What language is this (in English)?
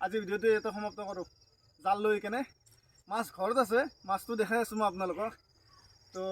Assamese